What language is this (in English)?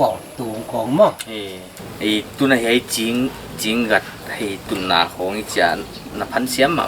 Paite Chin